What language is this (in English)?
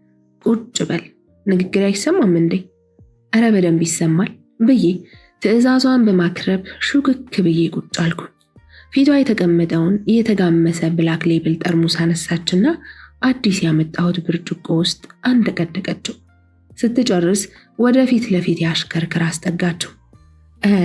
Amharic